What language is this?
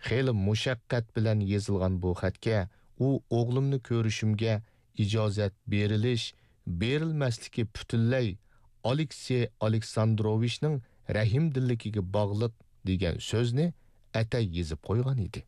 Uyghur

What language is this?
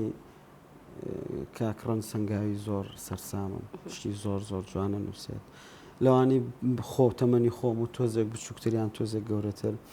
Central Kurdish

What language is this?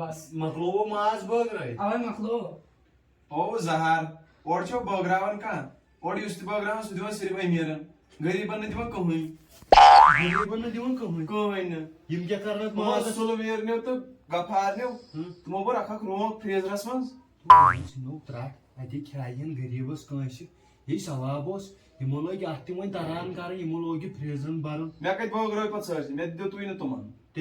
Kashmiri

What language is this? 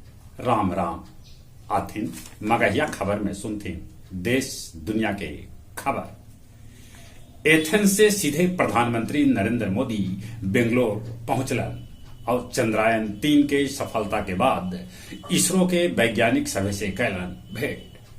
Magahi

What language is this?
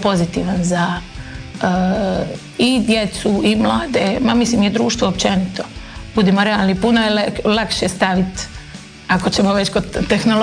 Croatian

